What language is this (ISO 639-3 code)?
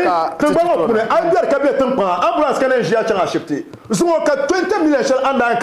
dag